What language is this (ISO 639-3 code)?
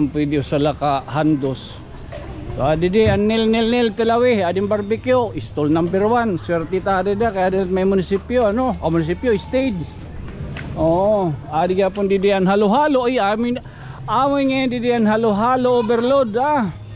war